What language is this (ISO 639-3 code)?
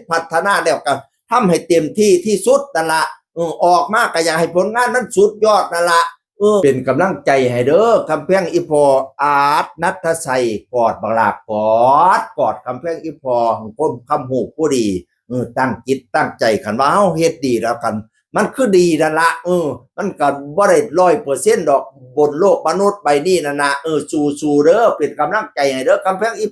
tts